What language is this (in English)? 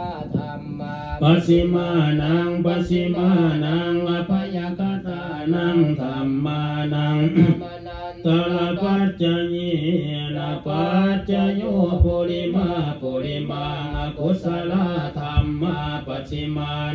Pali